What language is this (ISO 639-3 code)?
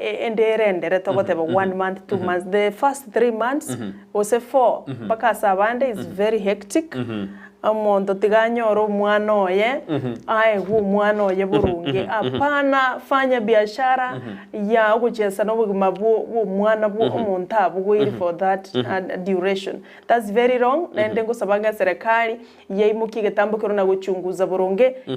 guz